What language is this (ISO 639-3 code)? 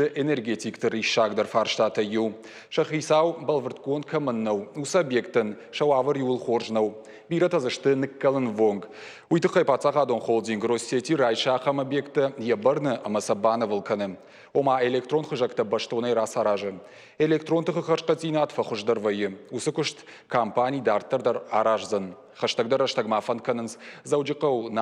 oss